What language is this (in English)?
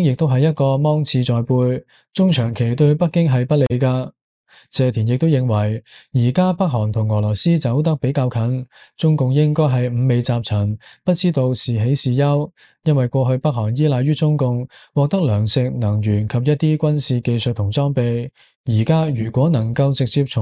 Cantonese